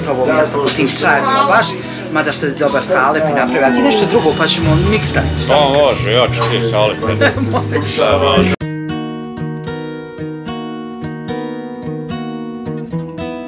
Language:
Bosnian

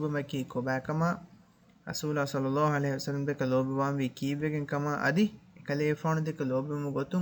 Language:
Divehi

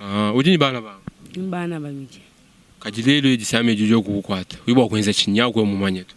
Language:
Luba-Lulua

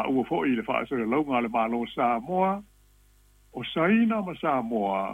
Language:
Samoan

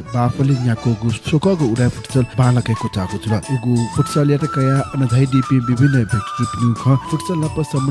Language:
Newari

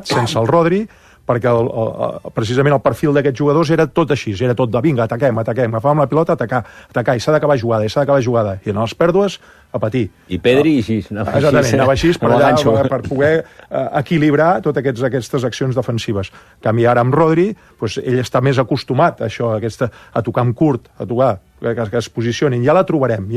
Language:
Catalan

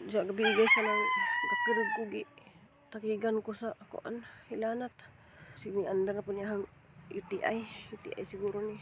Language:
Cebuano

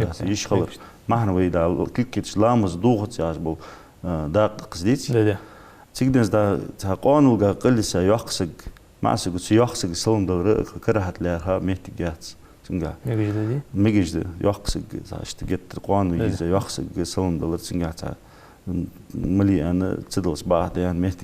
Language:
Ingush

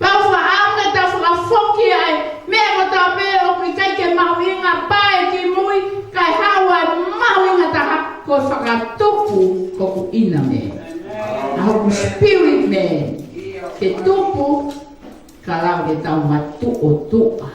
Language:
Tongan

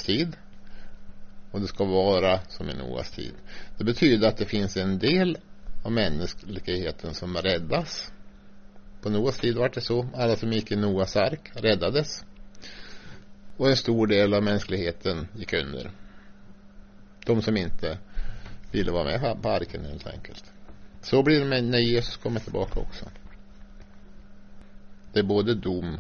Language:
Swedish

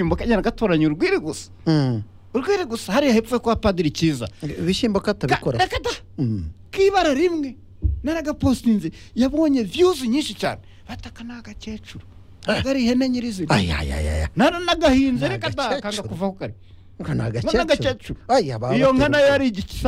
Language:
Kinyarwanda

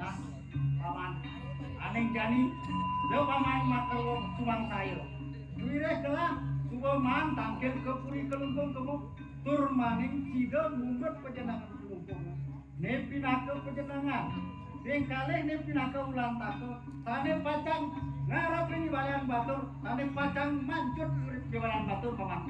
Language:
Balinese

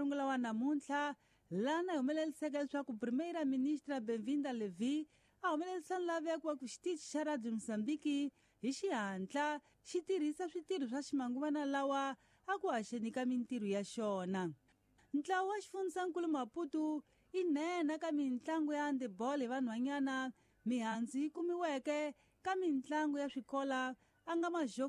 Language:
Tsonga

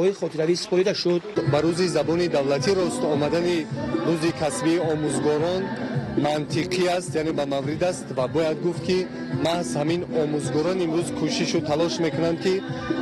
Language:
Tajik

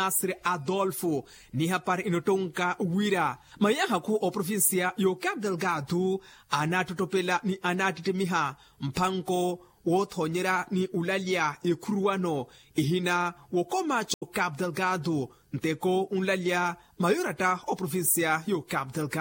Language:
Makhuwa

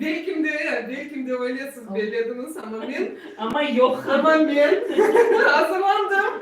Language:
Crimean Tatar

